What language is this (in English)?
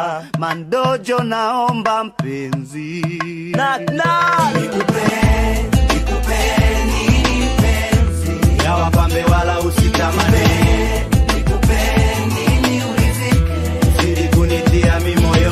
Swahili